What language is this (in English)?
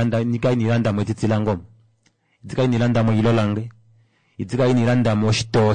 Kuanyama